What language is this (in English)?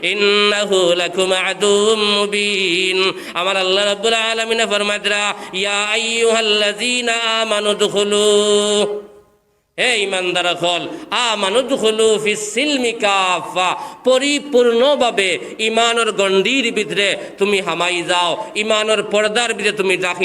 Sylheti